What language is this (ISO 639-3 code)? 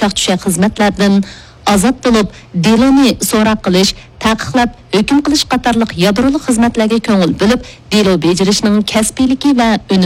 uig